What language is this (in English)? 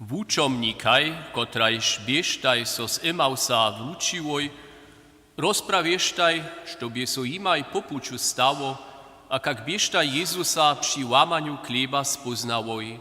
Upper Sorbian